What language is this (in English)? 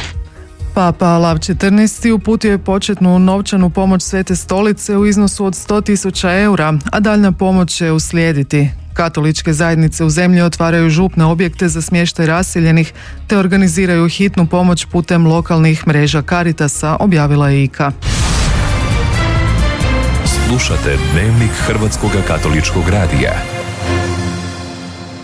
Croatian